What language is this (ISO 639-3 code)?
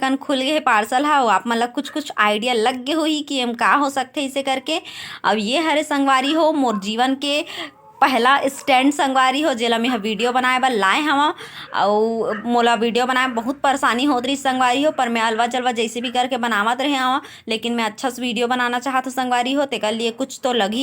hne